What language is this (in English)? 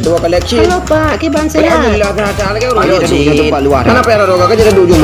Achinese